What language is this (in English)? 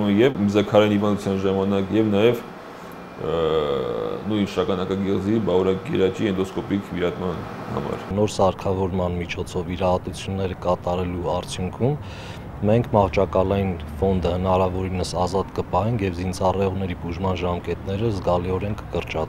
Armenian